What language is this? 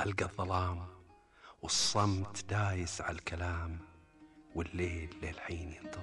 Gulf Arabic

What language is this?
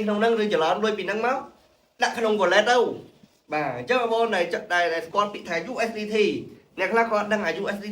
Khmer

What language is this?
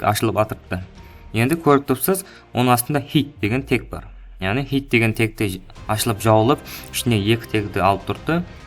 Kara-Kalpak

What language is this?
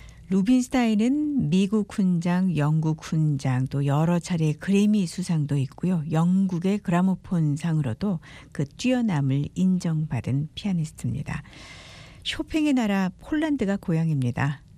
Korean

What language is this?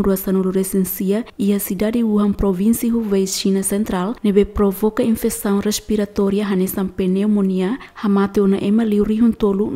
Tetum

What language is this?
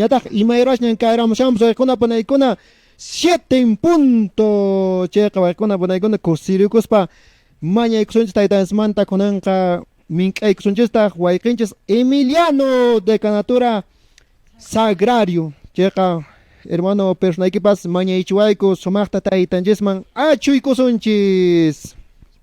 Quechua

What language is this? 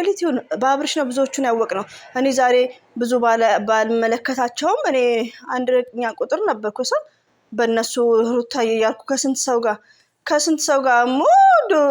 Amharic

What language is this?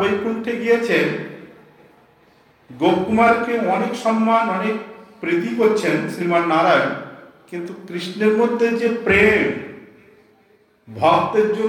Bangla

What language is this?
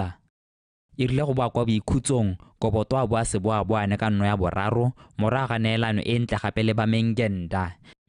Tswana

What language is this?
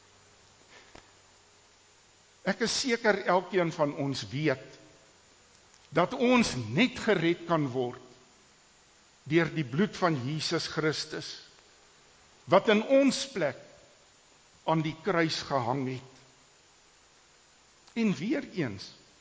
Afrikaans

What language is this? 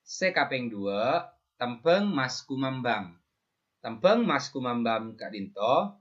Madurese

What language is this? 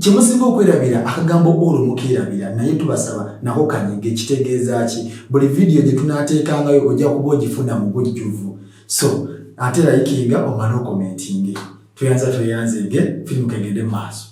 Ganda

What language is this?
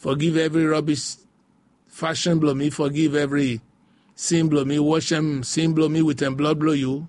Bislama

